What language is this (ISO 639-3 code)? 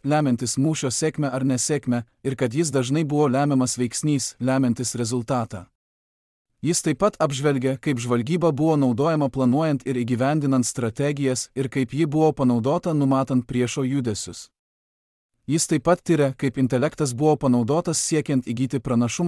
lit